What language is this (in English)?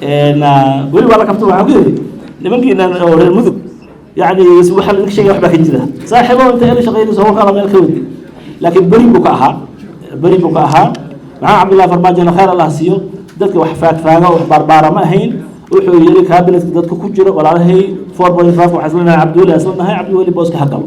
Somali